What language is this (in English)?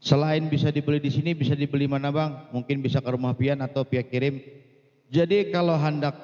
Banjar